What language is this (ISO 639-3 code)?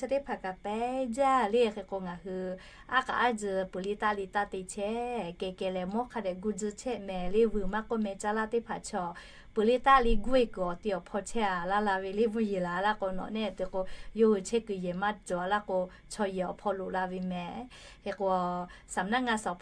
lhu